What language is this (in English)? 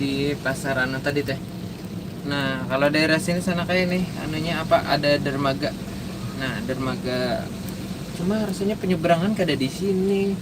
Banjar